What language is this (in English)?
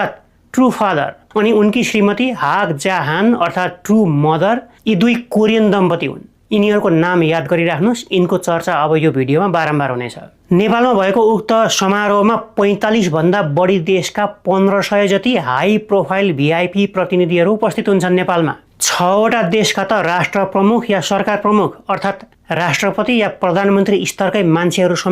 Nepali